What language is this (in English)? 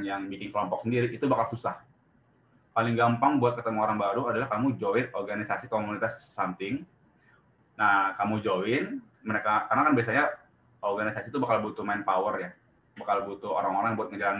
Indonesian